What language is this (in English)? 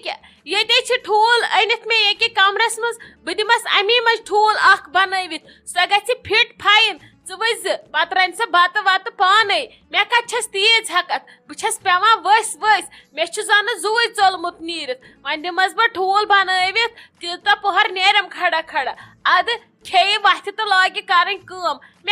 Kashmiri